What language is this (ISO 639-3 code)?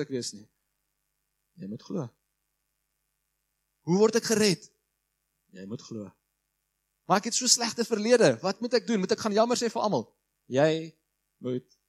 afr